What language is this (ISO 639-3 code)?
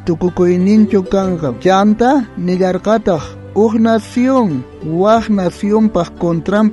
quh